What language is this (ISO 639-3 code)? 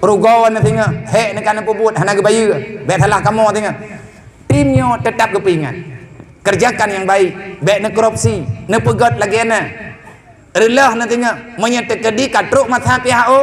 ace